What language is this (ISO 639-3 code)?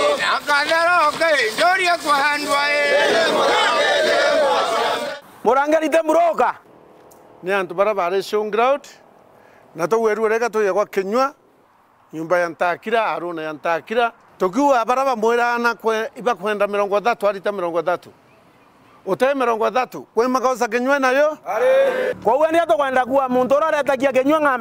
mer